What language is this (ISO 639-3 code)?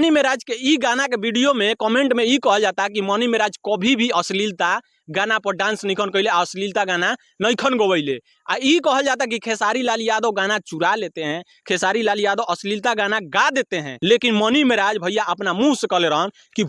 bho